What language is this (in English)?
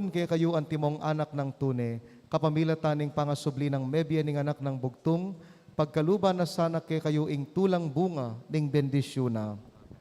Pampanga